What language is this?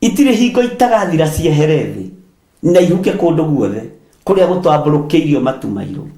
Kikuyu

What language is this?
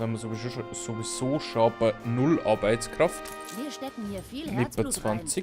Bavarian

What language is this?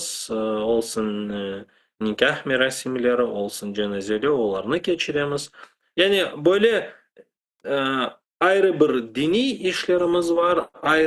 Crimean Tatar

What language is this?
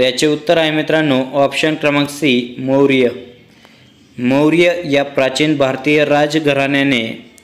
Marathi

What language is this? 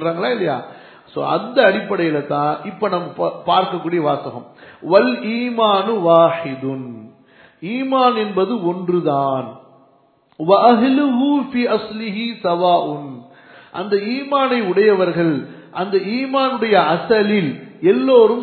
Tamil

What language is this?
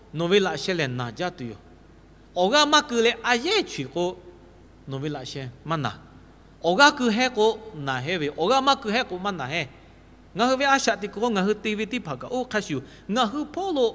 Lahu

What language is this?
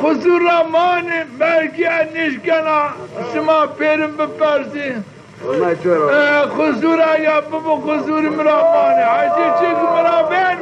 Zaza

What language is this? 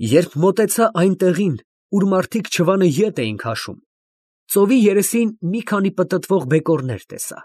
Armenian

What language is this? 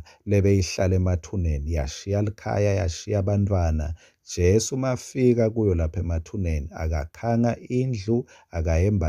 Swati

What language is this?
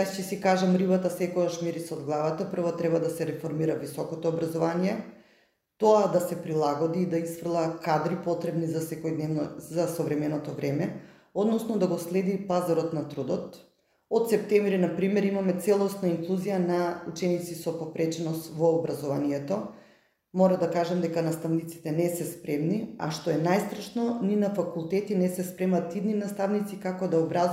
Macedonian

